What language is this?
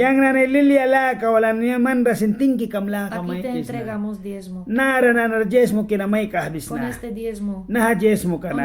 Mískito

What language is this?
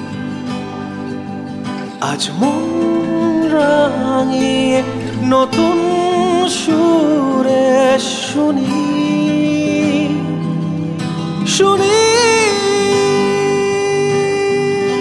Bangla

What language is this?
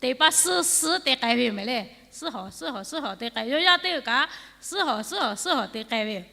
Lahu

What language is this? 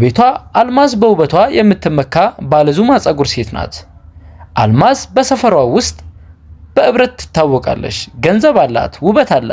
Amharic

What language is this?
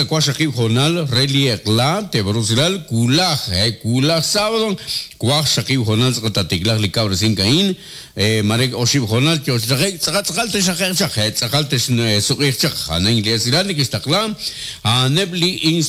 Kekchí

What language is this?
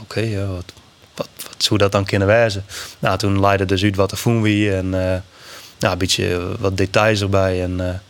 Western Frisian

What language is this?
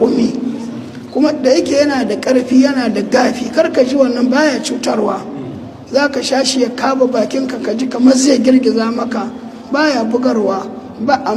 Hausa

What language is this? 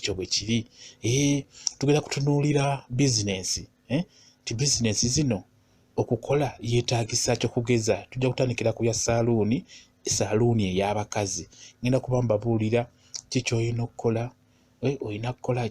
Ganda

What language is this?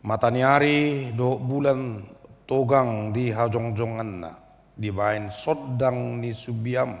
Batak Toba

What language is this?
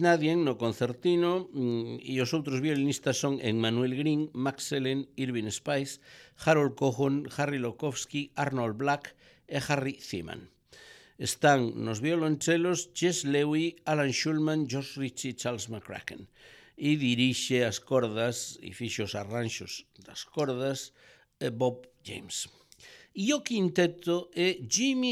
Galician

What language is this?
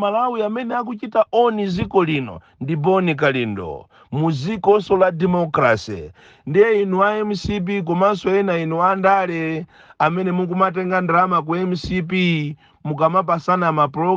Nyanja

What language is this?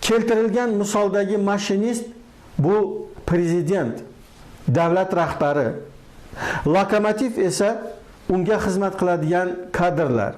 Uzbek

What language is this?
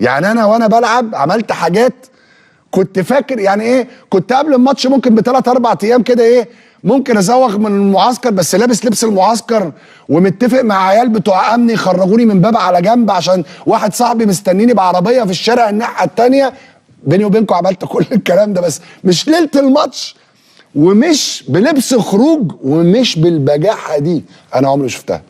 Egyptian Arabic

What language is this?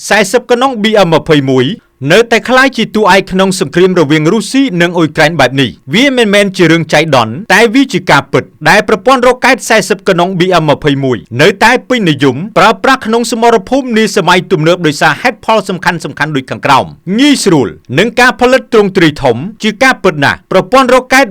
Khmer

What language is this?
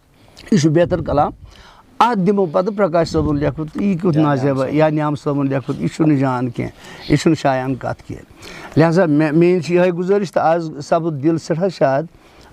Kashmiri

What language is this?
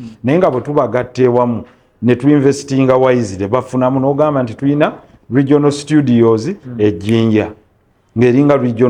Ganda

